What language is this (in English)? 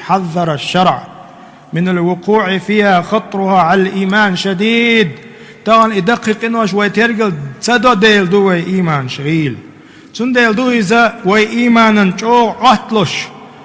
Chechen